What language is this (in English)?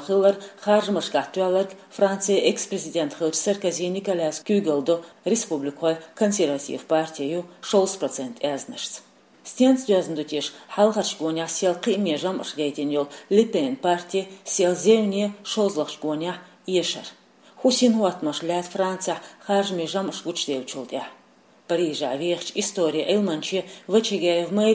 Chechen